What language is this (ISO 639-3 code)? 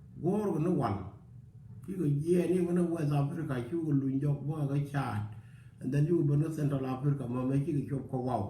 nus